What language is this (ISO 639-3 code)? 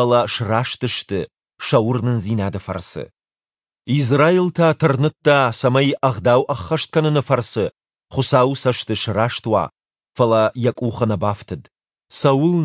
oss